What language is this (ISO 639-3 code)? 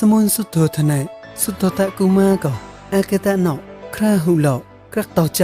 mnw